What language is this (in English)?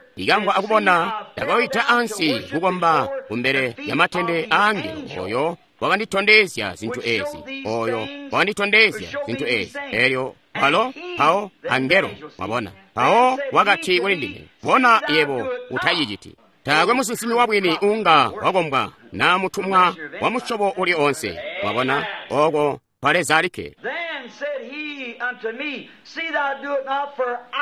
Tonga (Zambia)